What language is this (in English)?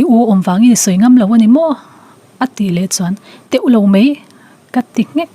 Mizo